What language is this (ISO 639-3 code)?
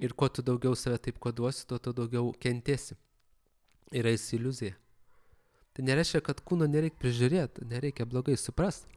lit